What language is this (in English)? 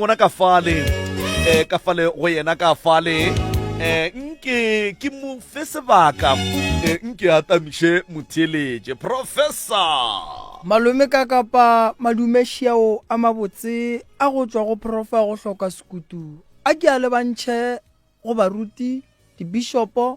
Northern Sotho